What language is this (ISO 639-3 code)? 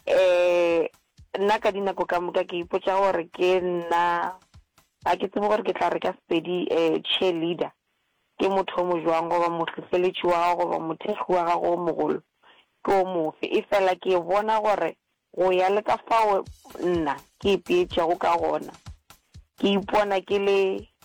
nso